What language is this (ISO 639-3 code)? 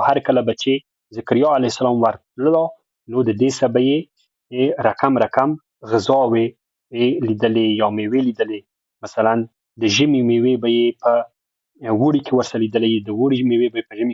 pus